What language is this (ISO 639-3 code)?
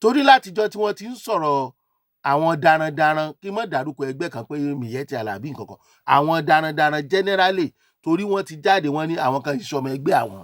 yor